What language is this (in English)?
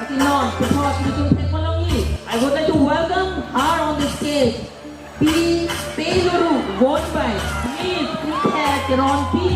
Karbi